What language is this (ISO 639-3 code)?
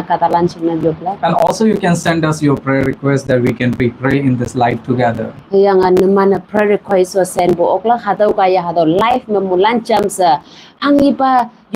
nbe